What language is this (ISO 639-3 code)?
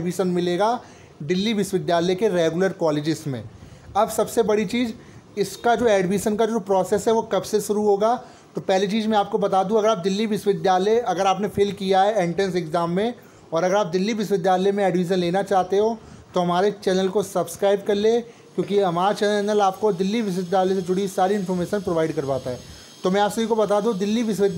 hin